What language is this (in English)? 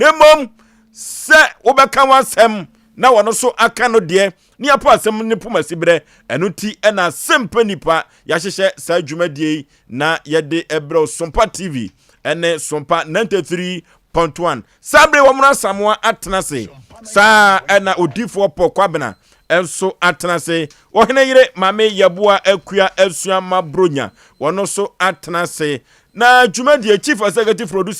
Akan